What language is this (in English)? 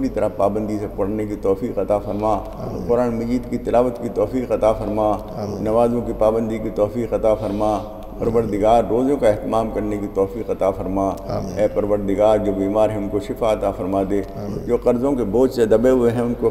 Urdu